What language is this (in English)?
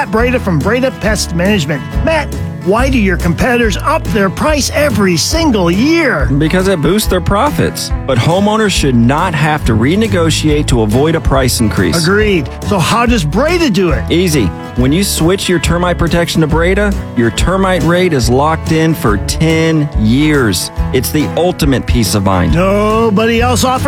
English